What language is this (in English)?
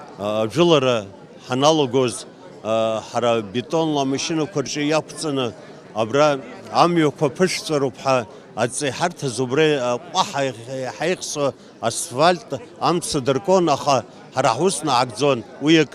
Abkhazian